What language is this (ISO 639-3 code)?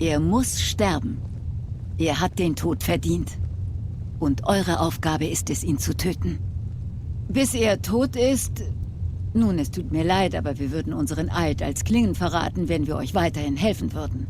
gsw